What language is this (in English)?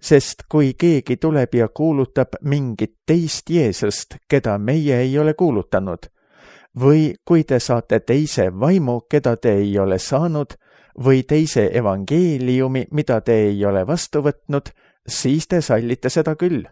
Estonian